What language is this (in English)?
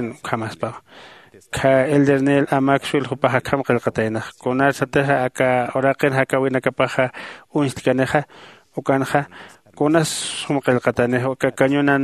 Aymara